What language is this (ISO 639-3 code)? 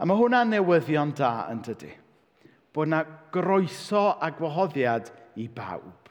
cym